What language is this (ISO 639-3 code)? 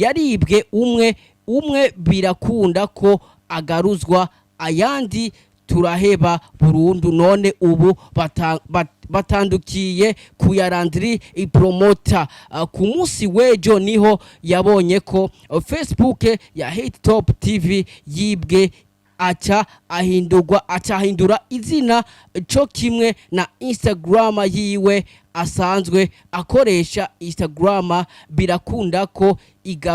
run